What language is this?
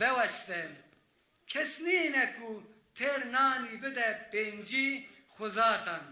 Kurdish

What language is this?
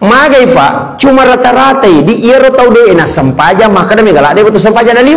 Buginese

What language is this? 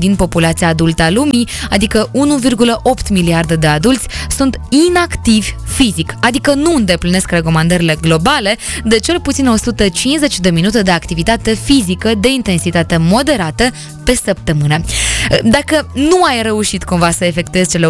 Romanian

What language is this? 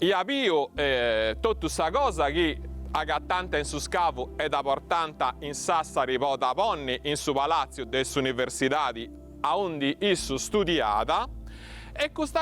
Sardinian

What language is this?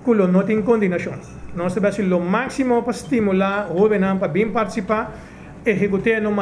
Papiamento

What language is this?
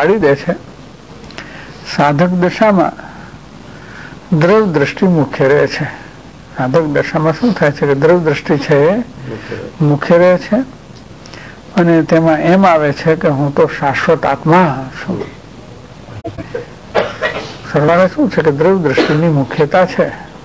Gujarati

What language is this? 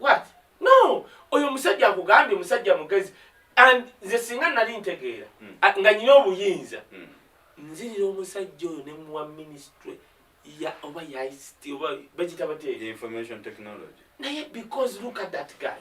Ganda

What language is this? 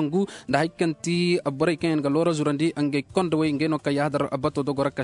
Koyraboro Senni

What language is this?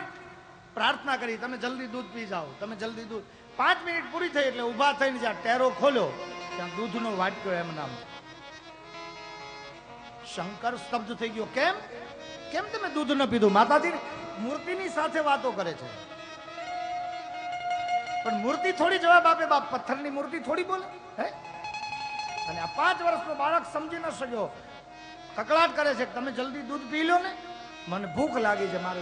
Gujarati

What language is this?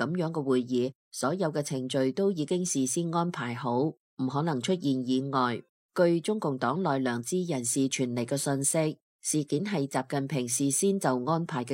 Cantonese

